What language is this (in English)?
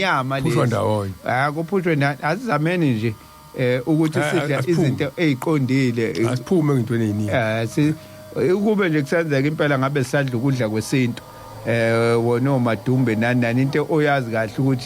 Zulu